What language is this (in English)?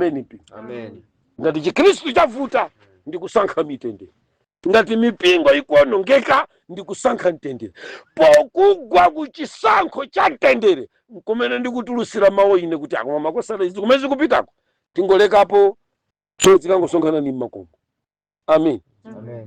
Nyanja